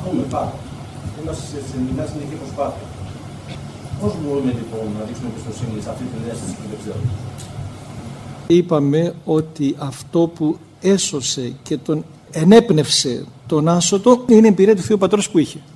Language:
Greek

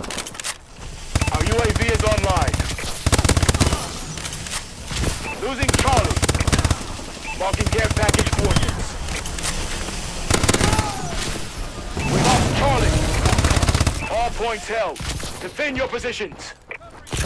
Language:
English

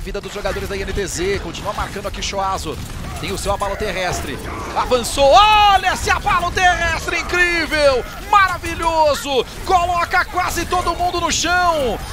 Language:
Portuguese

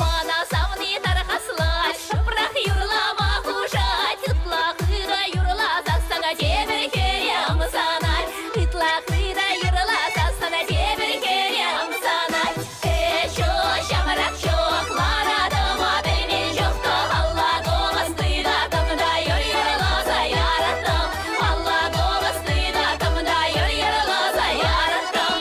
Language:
Chuvash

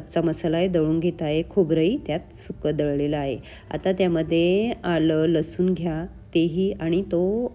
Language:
Marathi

